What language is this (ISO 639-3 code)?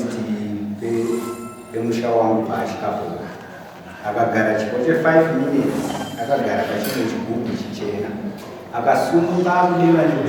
sna